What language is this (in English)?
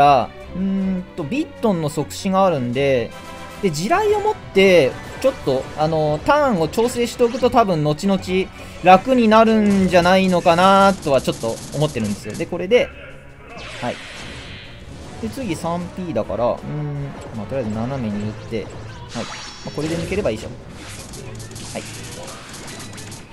Japanese